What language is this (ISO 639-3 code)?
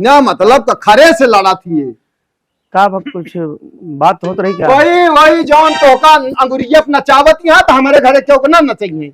awa